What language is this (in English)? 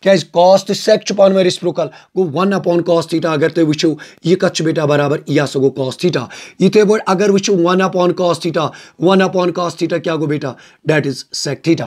Kashmiri